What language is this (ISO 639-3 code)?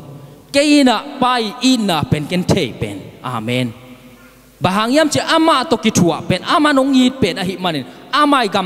ctd